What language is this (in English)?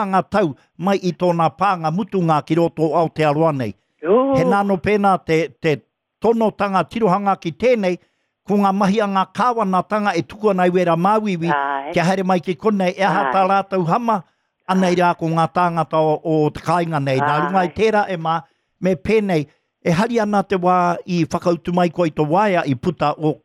Māori